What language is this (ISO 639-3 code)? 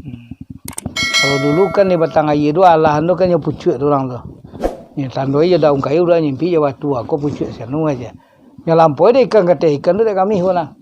min